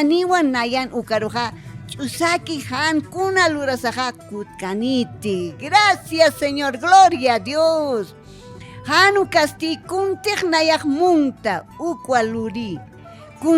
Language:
Aymara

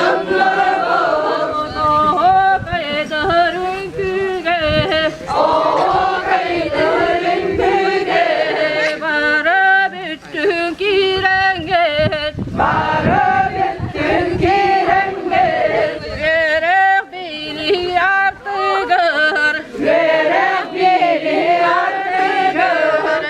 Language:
Yakut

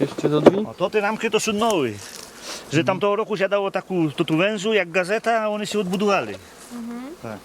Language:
Rusyn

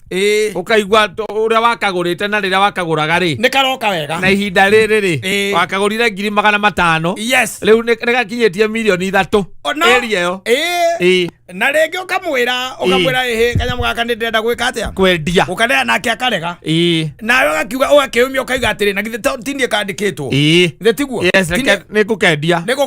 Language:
Kikuyu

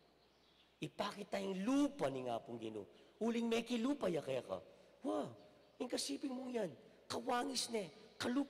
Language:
Pampanga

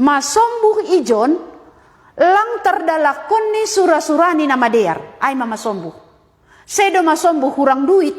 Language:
Batak Simalungun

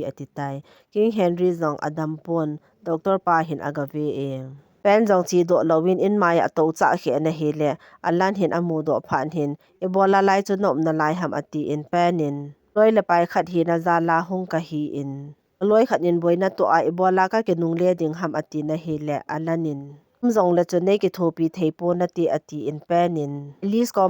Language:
Thado Chin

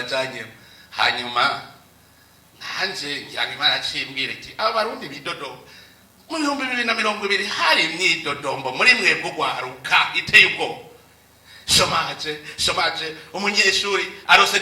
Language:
Rundi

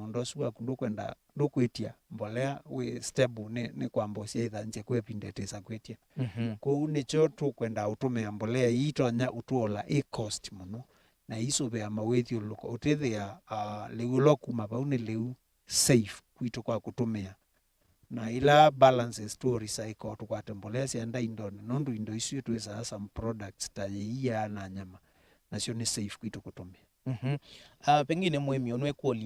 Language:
Kamba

